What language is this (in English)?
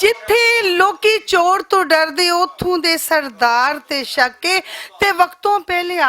Western Panjabi